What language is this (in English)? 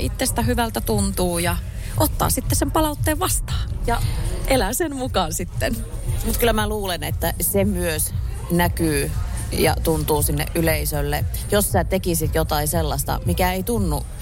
Finnish